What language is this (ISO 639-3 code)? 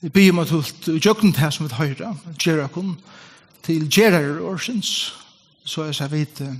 fao